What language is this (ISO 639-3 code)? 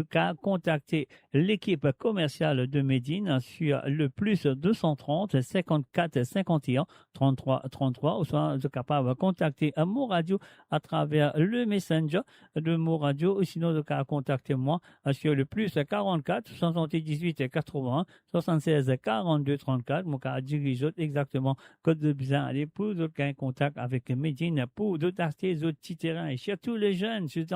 mfe